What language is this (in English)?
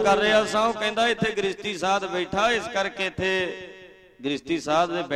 Punjabi